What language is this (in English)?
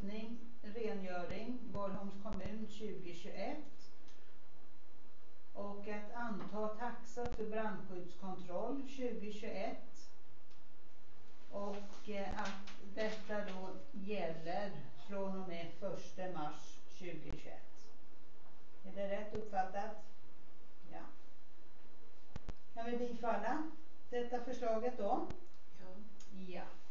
Swedish